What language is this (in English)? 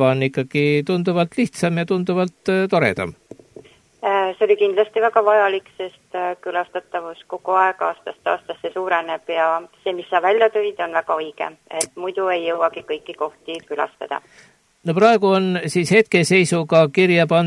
Estonian